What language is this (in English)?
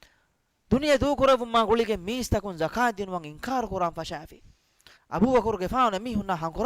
Divehi